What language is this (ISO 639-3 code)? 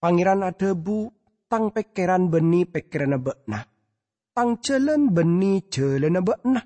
mad